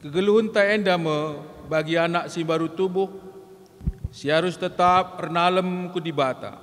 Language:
Batak Karo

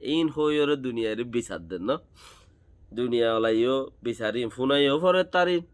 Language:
Rohingya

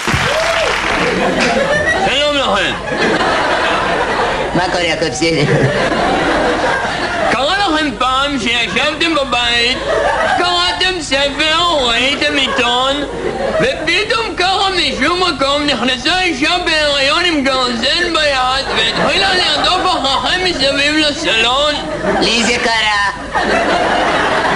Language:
Hebrew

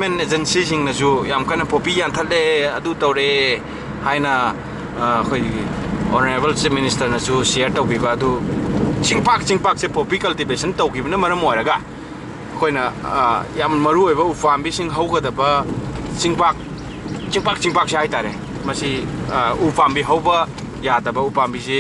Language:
Manipuri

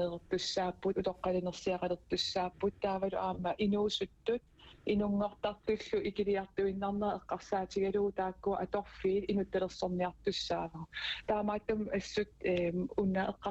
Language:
Kalaallisut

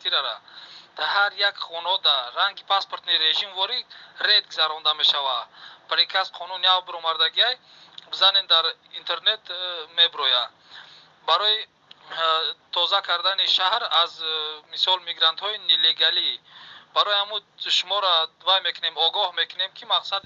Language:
Tajik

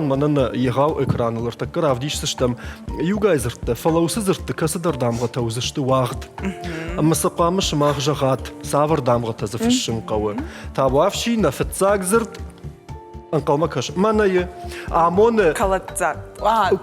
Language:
Ossetic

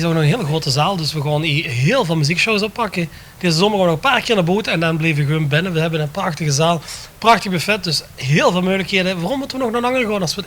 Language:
Limburgish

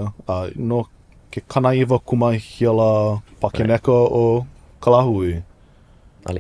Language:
Hawaiian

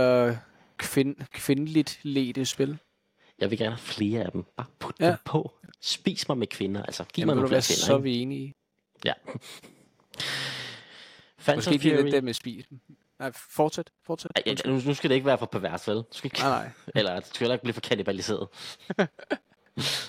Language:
Danish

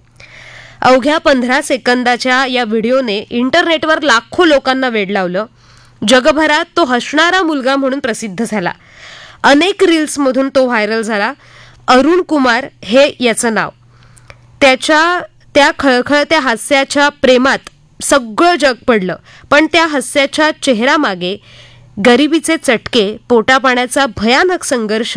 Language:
Marathi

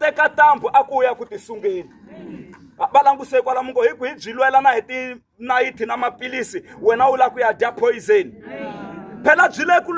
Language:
Tsonga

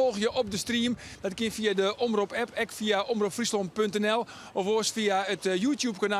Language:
Western Frisian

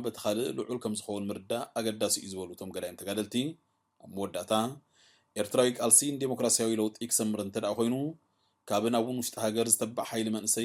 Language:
Tigrinya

